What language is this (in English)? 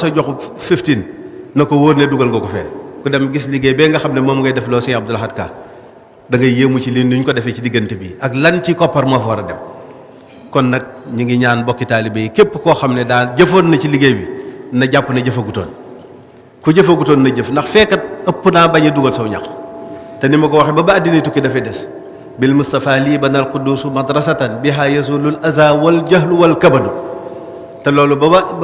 Wolof